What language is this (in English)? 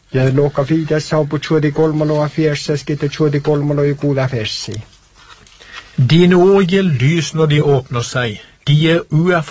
Norwegian